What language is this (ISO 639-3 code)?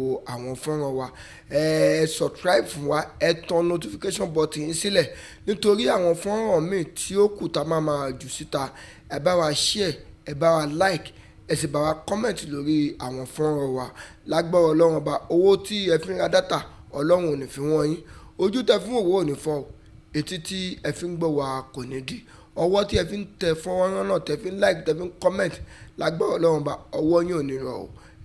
yor